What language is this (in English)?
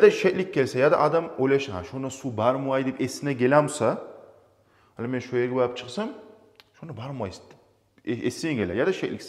Kumyk